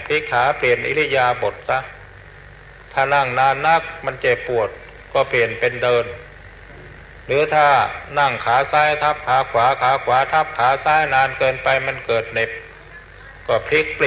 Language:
Thai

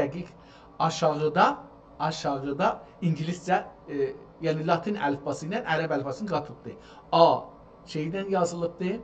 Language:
South Azerbaijani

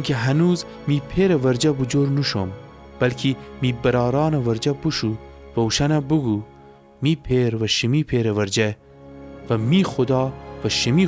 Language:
Gilaki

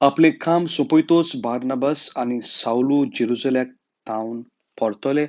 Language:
Konkani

